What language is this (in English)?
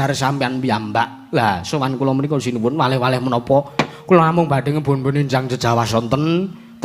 Javanese